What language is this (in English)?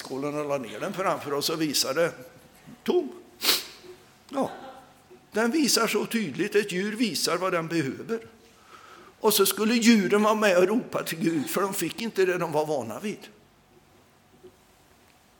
Swedish